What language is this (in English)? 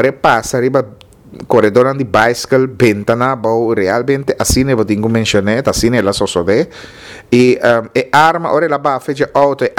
Papiamento